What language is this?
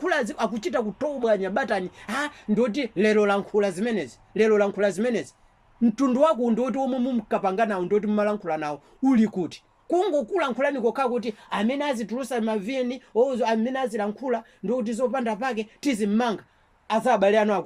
Nyanja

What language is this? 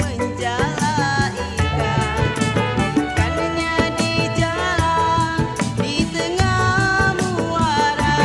Betawi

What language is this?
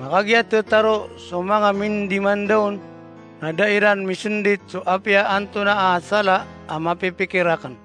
Maranao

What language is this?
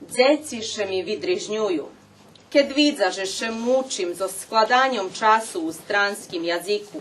Rusyn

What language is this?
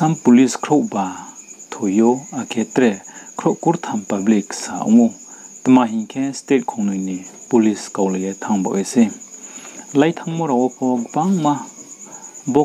Riang (India)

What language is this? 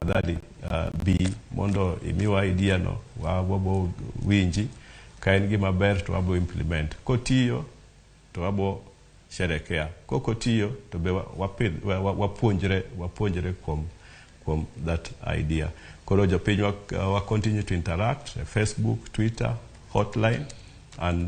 Luo (Kenya and Tanzania)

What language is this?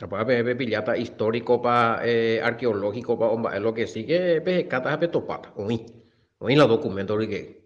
Guarani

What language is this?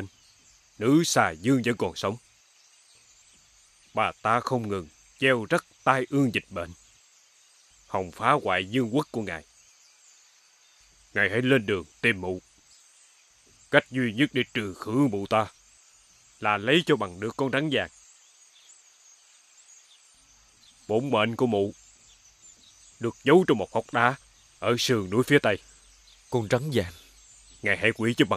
Vietnamese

